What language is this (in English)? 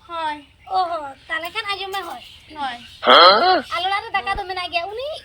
Santali